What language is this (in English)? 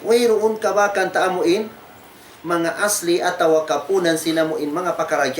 Tausug